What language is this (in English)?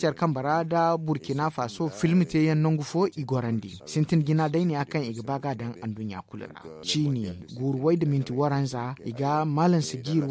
Zarma